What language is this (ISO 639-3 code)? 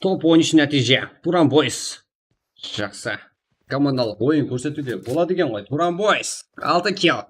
kaa